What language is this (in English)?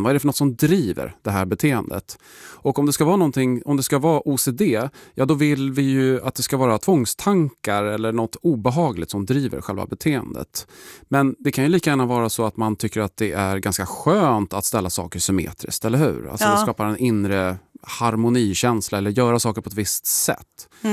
Swedish